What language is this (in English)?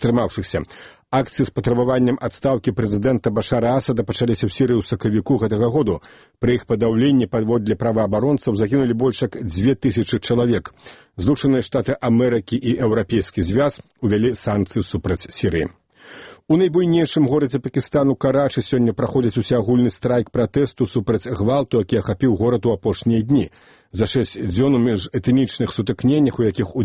Belarusian